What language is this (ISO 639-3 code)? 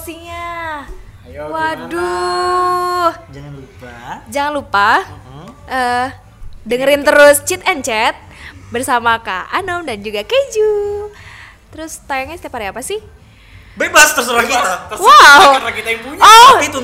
ind